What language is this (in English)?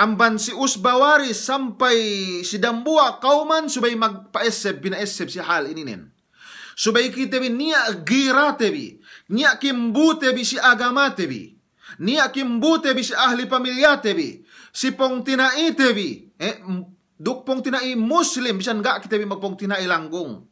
Yakan